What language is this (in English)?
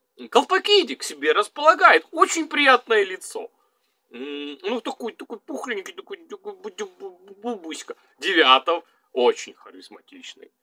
Russian